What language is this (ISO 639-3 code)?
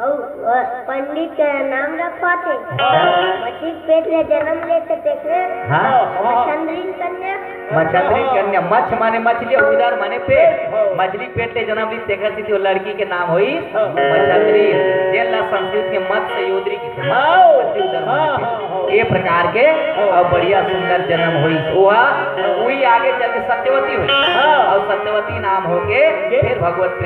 hne